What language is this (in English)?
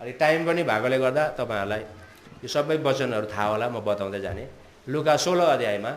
Nepali